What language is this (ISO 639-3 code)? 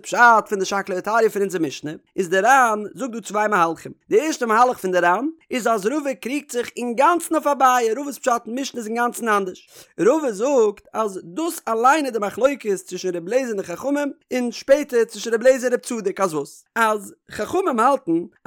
yid